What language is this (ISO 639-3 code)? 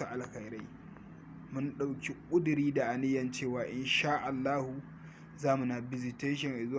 hau